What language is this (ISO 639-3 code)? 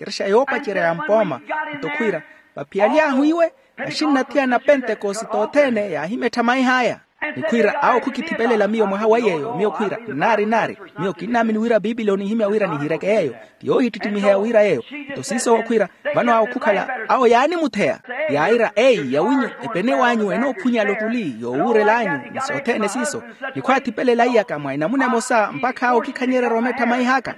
vmw